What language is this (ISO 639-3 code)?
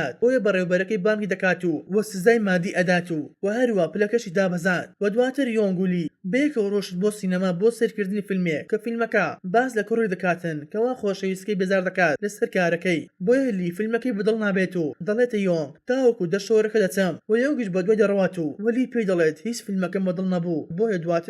ckb